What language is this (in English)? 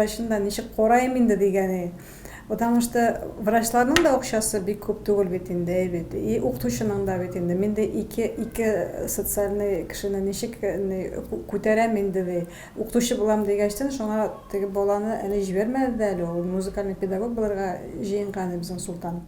Tatar